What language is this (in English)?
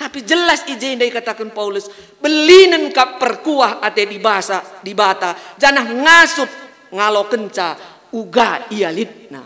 Batak Karo